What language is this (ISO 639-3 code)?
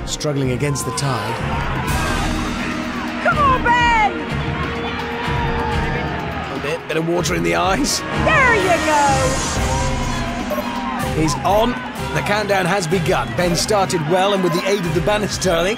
eng